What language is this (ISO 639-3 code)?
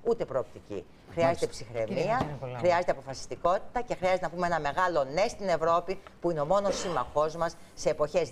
ell